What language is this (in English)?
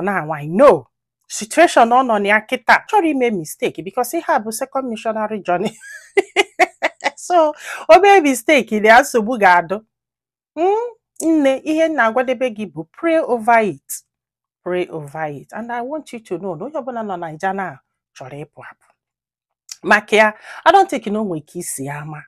Igbo